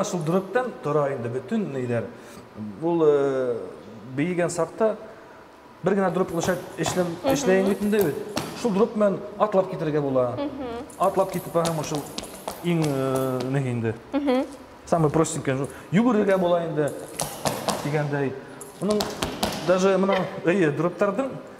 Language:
Bashkir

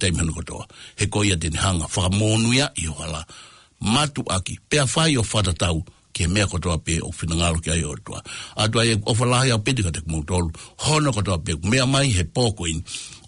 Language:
Tongan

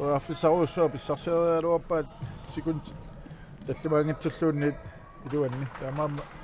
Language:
Kalaallisut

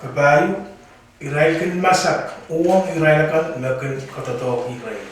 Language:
Pohnpeian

